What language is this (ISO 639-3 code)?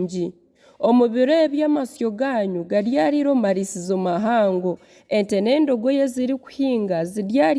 nyn